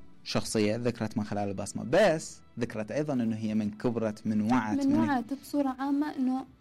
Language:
Mesopotamian Arabic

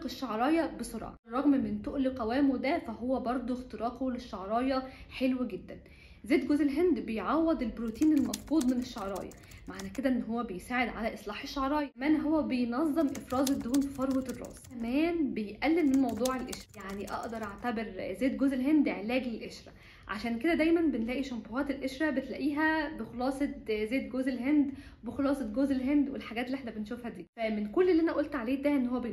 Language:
Egyptian Arabic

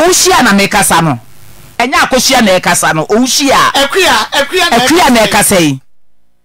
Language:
Akan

